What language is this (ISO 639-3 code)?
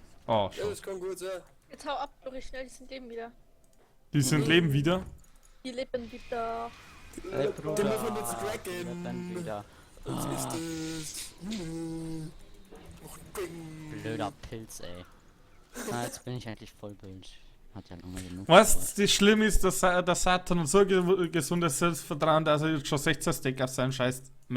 bar